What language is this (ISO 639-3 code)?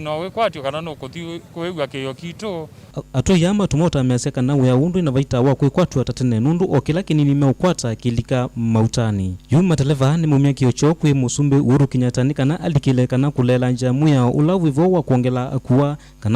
kam